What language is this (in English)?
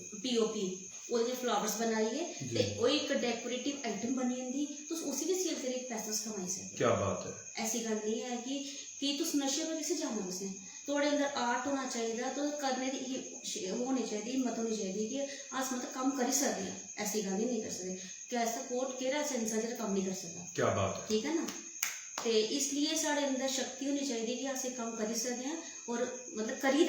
Dogri